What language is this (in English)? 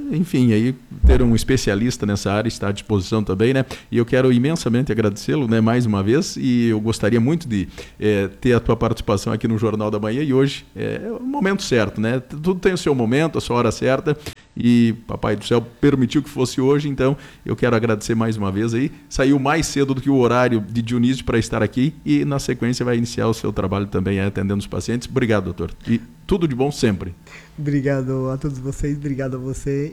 Portuguese